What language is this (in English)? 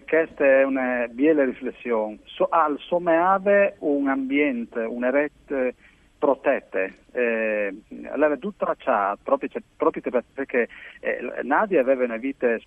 Friulian